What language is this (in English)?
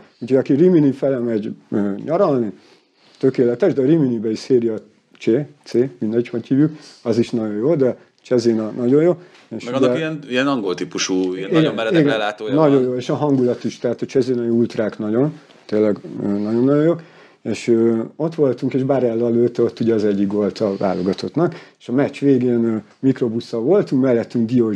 Hungarian